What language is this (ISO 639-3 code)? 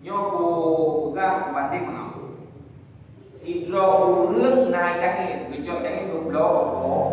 ace